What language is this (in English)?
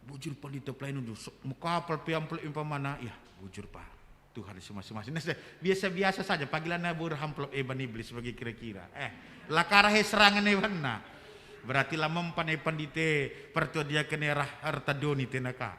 Batak Karo